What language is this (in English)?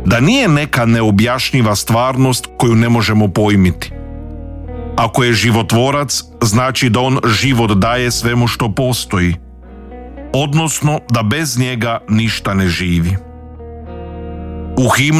Croatian